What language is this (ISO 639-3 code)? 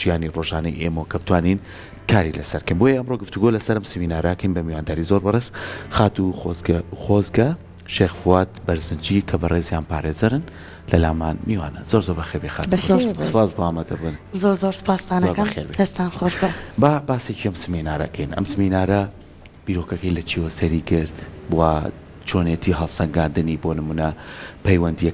ckb